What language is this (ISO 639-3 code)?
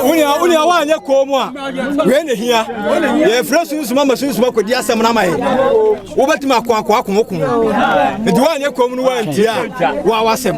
aka